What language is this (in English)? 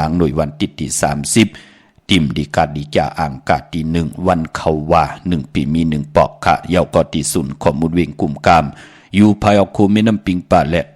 Shan